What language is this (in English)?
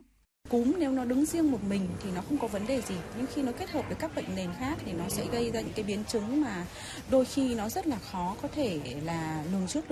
Vietnamese